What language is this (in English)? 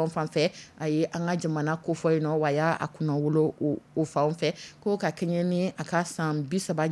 Dyula